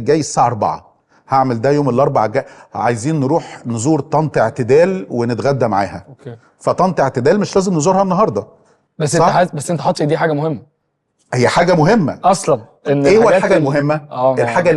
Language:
Egyptian Arabic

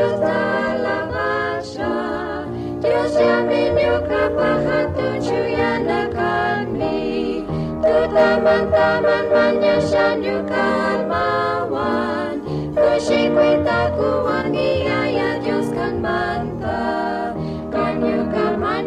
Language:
Chimborazo Highland Quichua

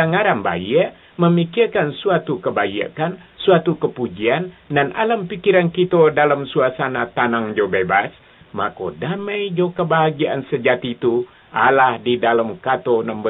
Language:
Minangkabau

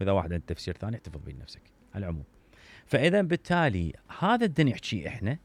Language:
Mesopotamian Arabic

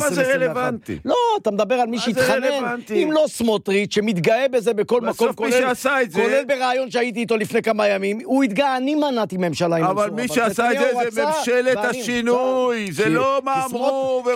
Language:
Hebrew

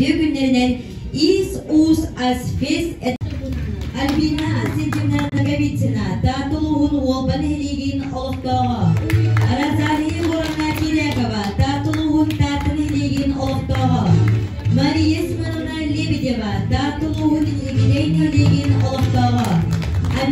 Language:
Yakut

